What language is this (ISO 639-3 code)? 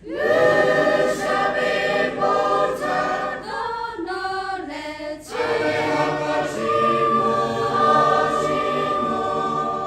lhu